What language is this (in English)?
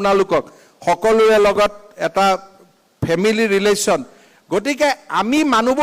Assamese